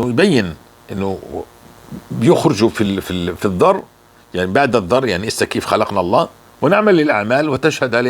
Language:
North Levantine Arabic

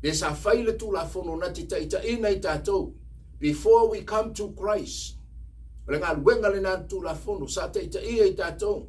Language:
Samoan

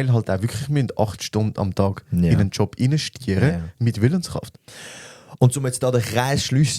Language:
Swiss German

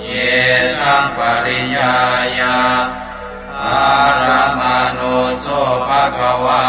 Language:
Pali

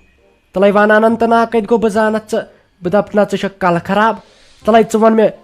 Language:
Kashmiri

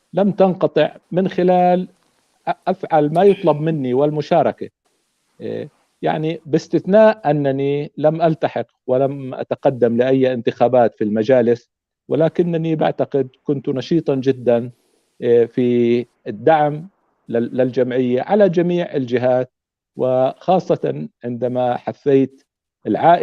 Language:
North Levantine Arabic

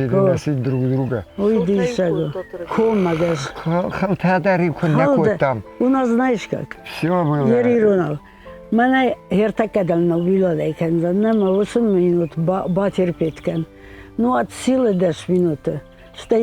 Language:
Ossetic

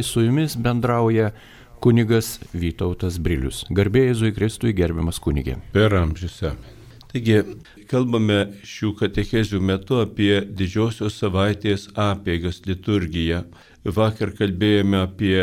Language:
Lithuanian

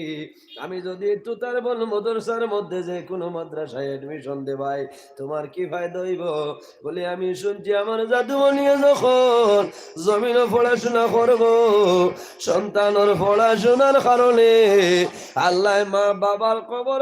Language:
Sylheti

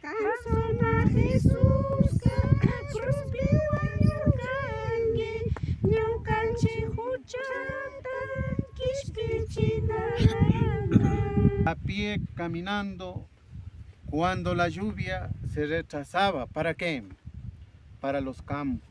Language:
Imbabura Highland Quichua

